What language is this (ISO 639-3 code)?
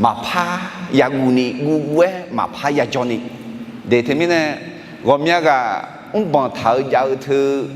ahk